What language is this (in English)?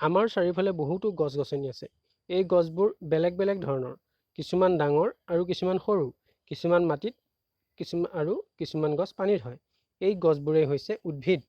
Assamese